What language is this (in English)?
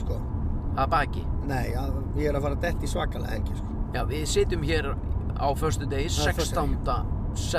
Icelandic